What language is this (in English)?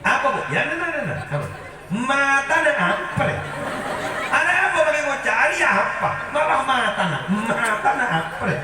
Madurese